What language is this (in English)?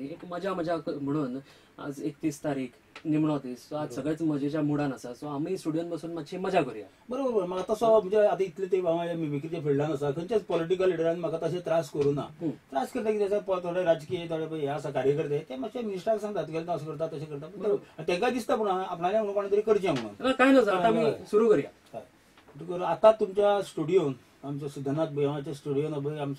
Konkani